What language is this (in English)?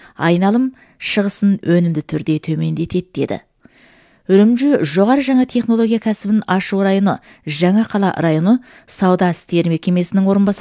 Kazakh